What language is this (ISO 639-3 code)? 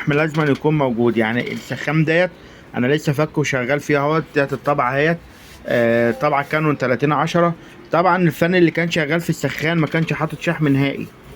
arz